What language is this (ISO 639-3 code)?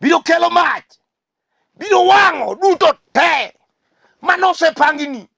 luo